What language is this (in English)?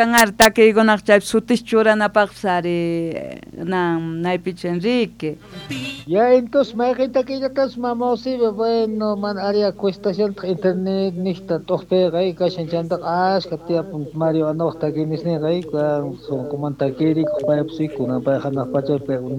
South Bolivian Quechua